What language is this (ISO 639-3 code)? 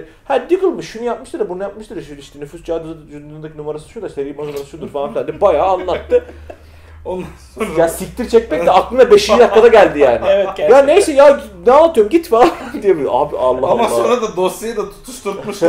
tur